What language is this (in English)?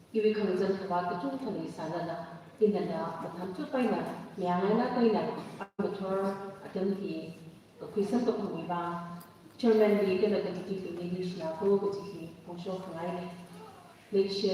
Tangkhul Naga (India)